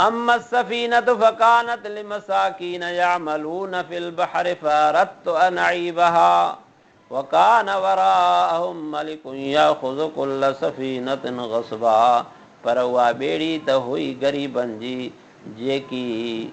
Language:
Sindhi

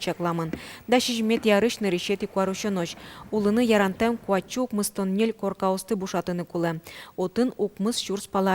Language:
Udmurt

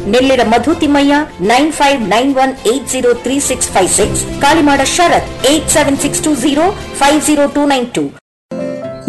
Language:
Kannada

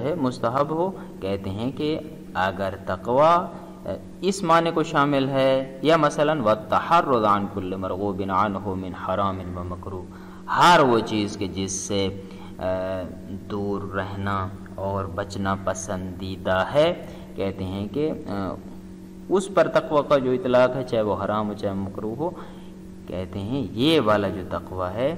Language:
Urdu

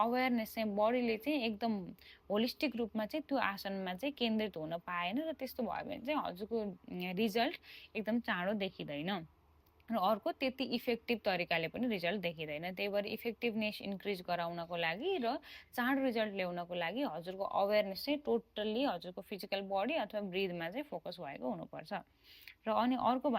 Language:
Nepali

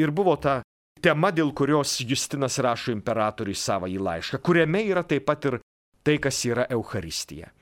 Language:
Lithuanian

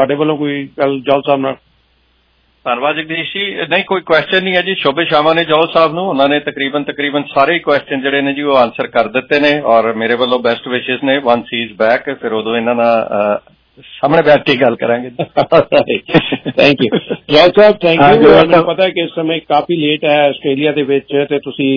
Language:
Punjabi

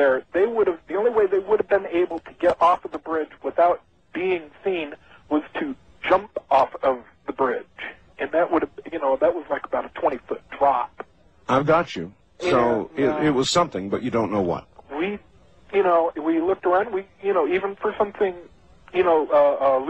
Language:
English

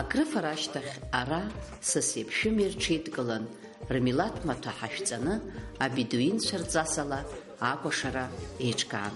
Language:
Abkhazian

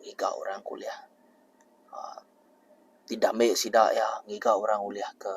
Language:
Iban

